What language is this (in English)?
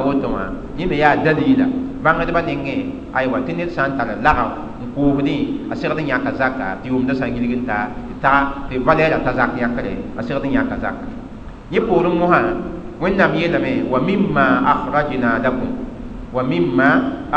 Mossi